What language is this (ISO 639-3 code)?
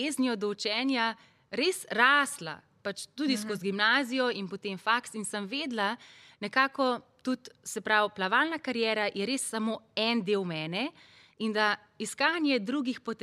slv